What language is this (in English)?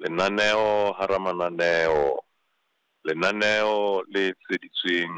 Southern Sotho